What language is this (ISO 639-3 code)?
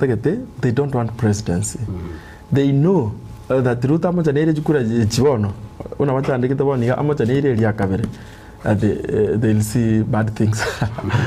guz